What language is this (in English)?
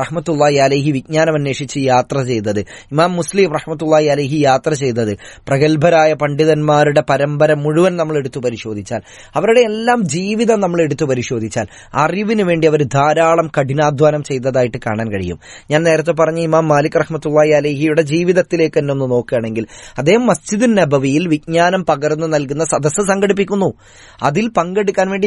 Malayalam